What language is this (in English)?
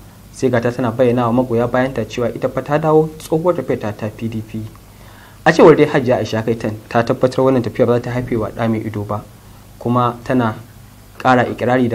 Hausa